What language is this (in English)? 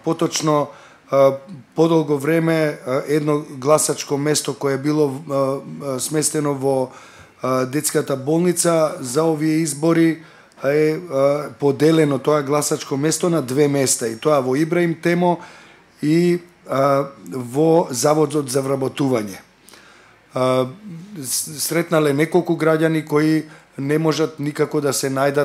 Macedonian